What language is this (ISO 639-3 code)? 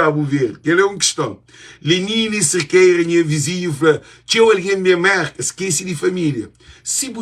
kea